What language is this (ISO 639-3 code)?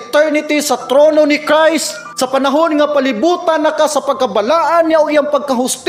ceb